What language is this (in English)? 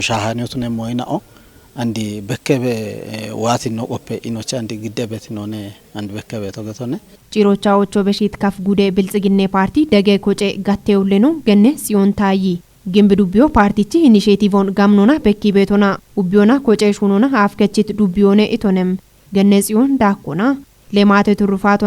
Kafa